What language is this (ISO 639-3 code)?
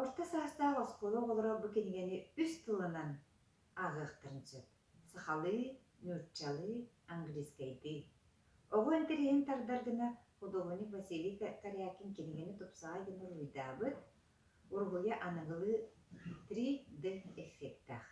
sah